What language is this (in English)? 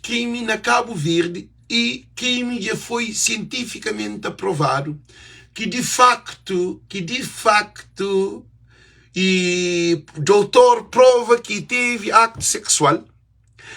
Kabuverdianu